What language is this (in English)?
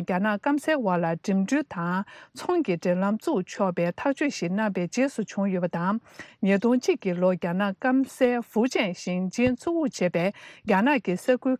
Tibetan